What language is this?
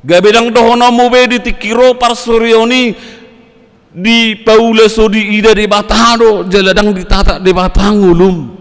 Batak Toba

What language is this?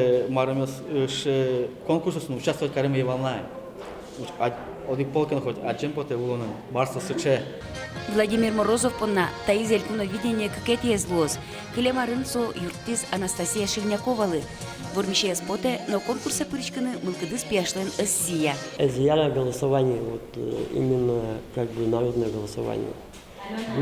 Udmurt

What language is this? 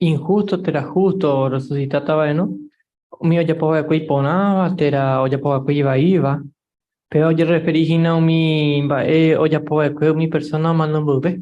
Guarani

